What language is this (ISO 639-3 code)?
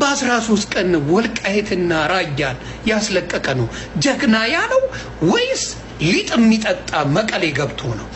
amh